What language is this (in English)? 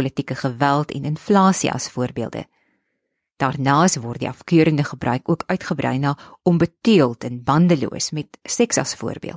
Afrikaans